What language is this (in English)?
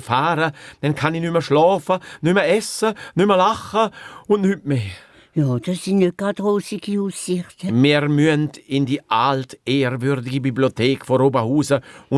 Swiss German